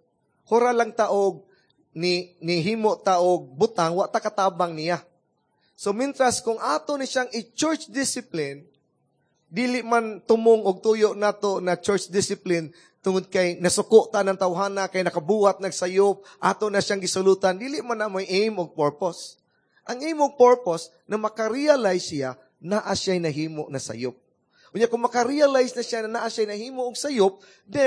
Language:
Cebuano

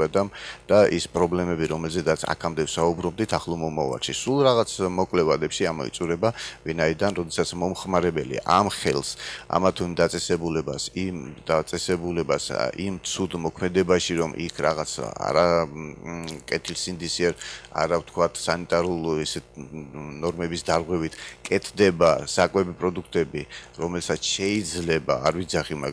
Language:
Georgian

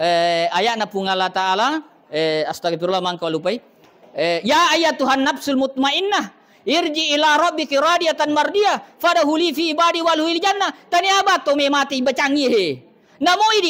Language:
Buginese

